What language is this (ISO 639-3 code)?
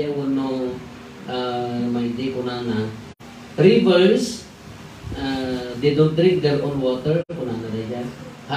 ilo